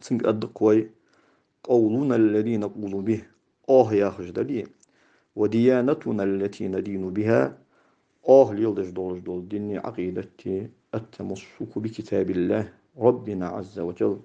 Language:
Ingush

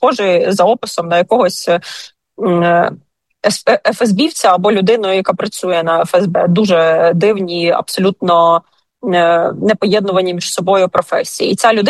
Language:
Ukrainian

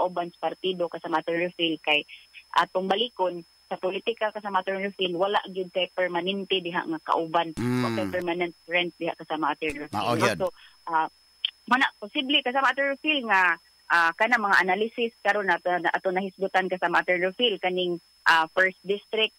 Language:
Cebuano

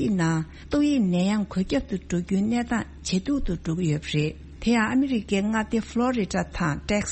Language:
Tibetan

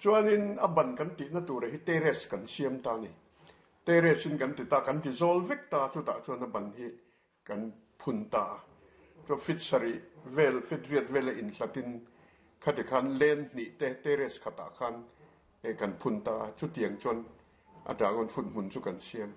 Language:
Mizo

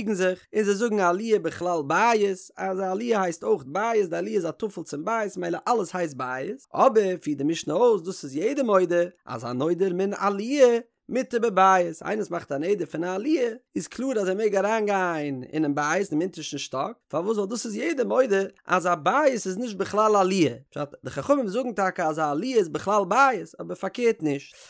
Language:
Yiddish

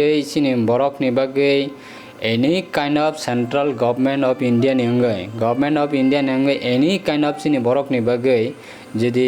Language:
Kok Borok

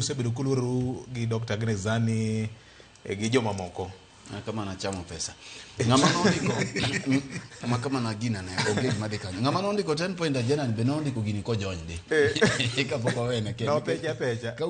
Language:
Luo (Kenya and Tanzania)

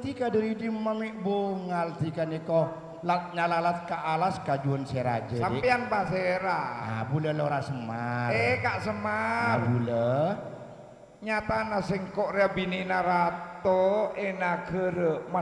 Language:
Madurese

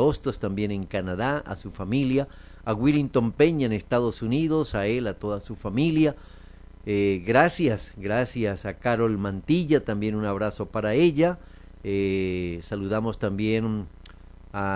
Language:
Spanish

